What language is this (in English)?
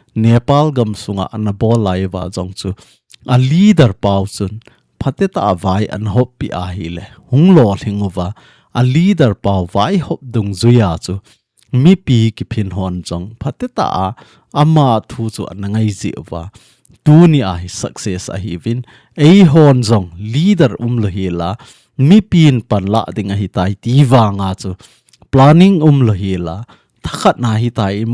Thado Chin